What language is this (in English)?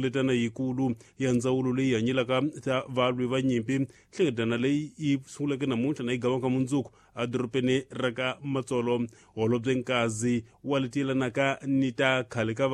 Tsonga